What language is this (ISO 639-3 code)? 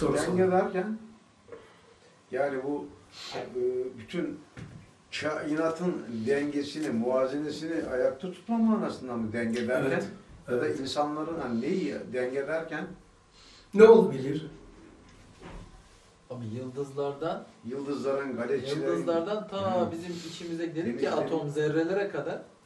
tur